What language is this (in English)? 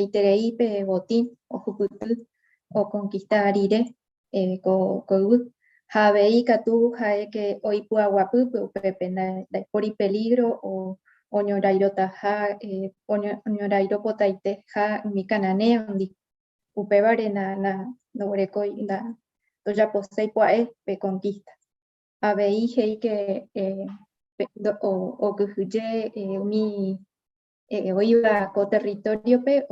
Guarani